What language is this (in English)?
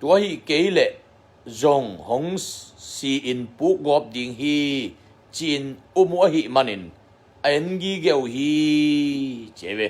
Tedim Chin